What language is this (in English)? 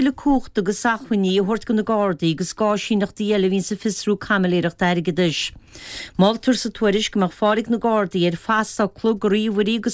Irish